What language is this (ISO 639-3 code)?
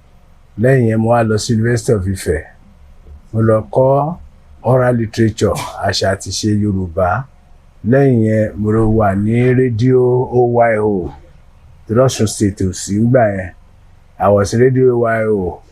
yor